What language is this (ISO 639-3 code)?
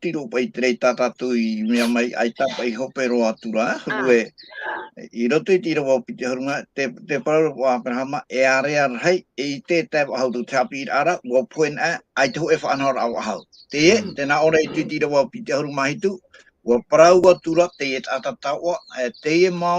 tah